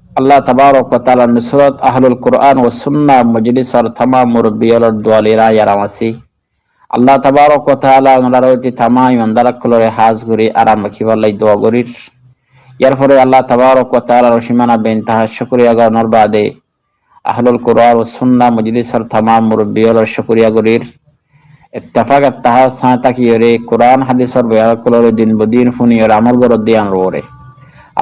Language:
Rohingya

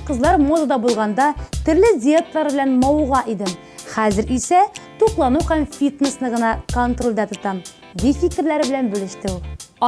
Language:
Tatar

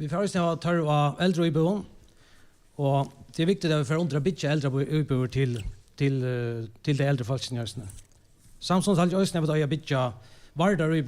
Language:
Faroese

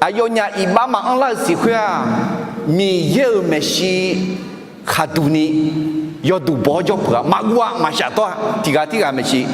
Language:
Akha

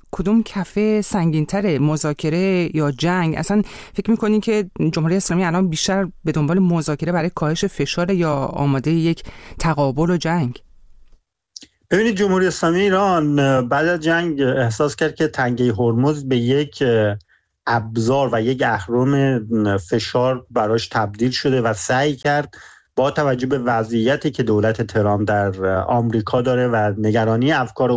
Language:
Persian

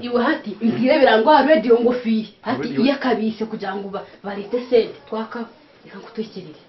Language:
Nyankole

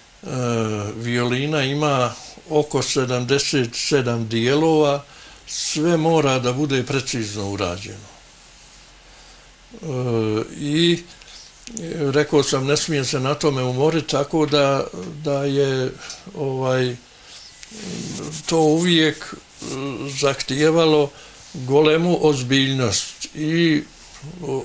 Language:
Bosnian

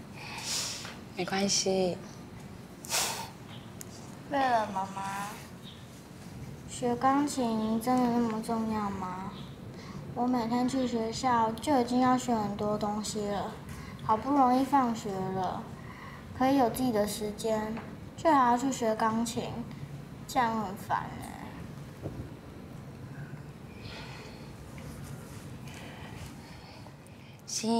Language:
Chinese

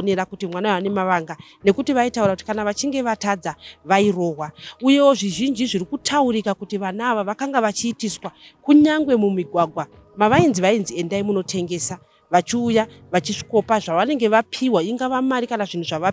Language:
Shona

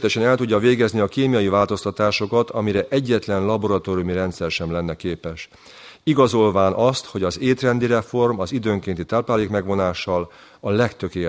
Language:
Hungarian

